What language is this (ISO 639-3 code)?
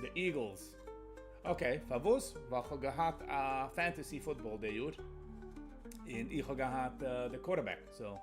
yid